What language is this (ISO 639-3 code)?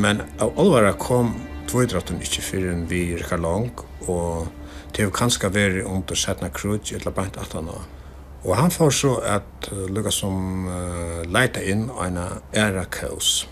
fao